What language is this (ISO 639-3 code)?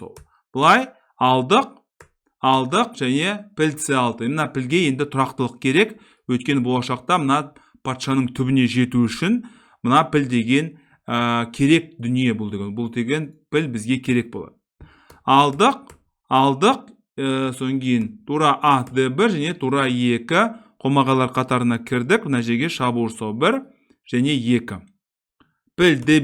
kaz